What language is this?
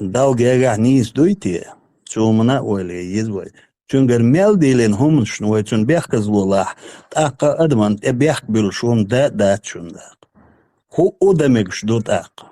Chechen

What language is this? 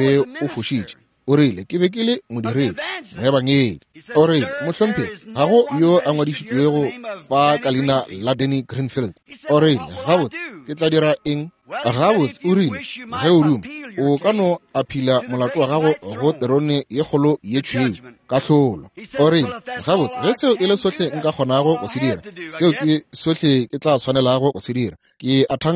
Northern Sotho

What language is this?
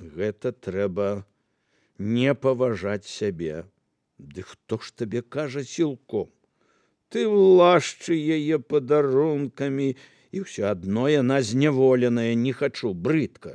Belarusian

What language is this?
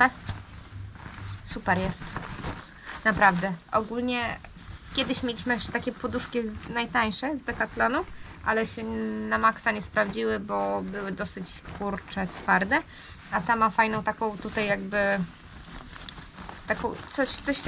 Polish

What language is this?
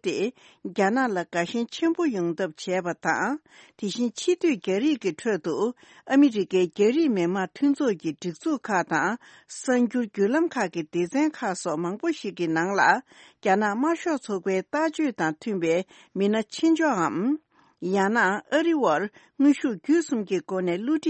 Tibetan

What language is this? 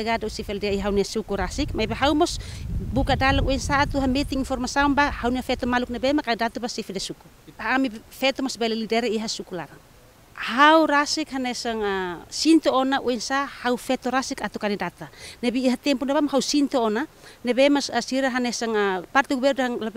Tetum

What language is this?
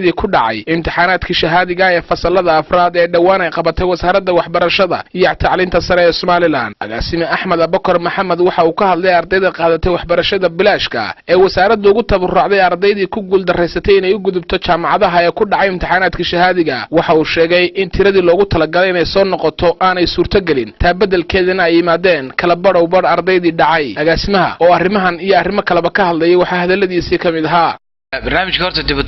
Somali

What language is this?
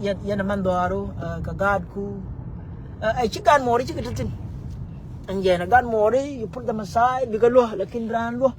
Nuer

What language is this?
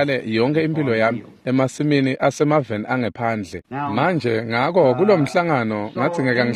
Swati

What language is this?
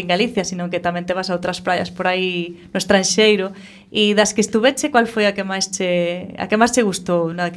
Galician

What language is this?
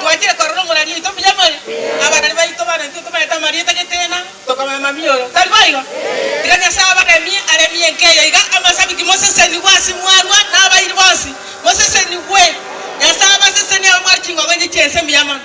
Gusii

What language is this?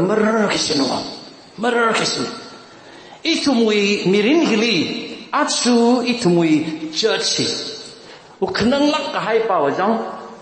Tangkhul Naga (India)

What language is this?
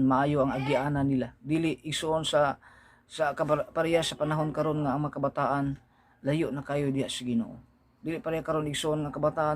Cebuano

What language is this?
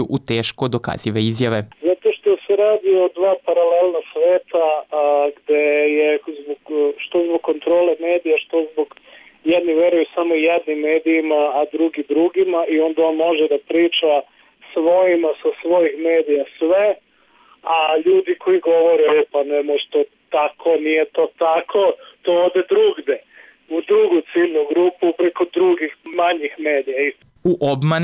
Serbian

